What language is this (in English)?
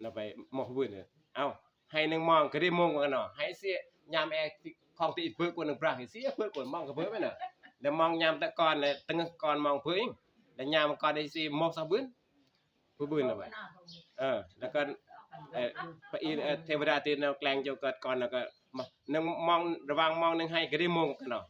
Northeastern Thai